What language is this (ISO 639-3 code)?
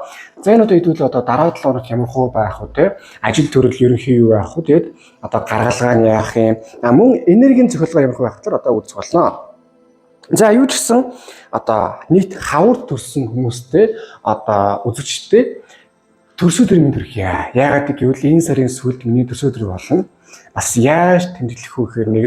mon